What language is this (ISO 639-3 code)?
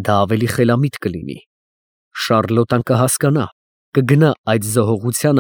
hye